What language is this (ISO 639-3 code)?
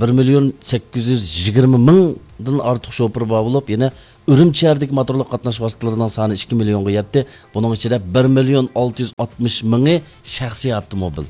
uig